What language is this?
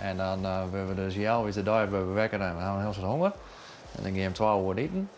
Western Frisian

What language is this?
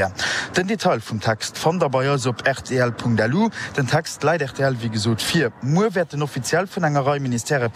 Luxembourgish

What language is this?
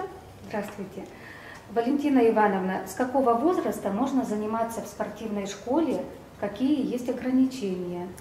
Russian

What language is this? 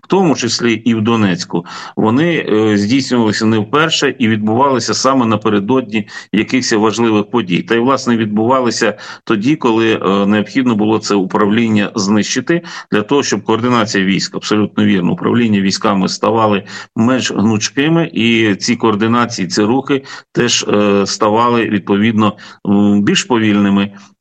Ukrainian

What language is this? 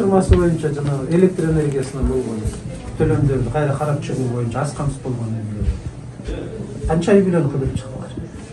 Kyrgyz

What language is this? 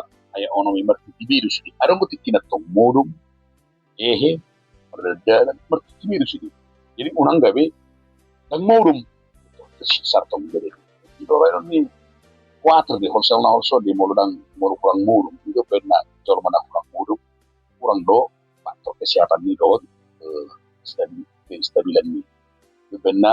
Batak Toba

